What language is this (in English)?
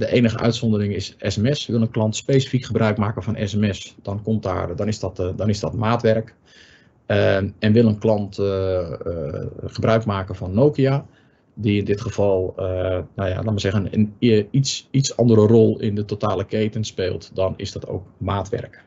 Dutch